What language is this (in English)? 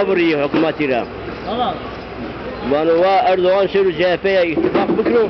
Zaza